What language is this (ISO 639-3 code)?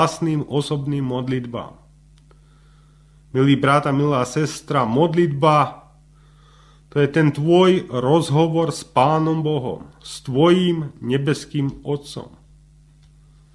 slk